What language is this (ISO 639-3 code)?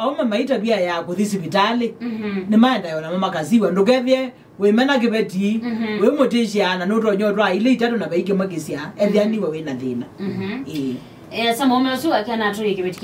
kam